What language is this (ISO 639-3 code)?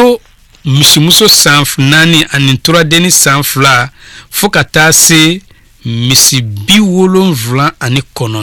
bam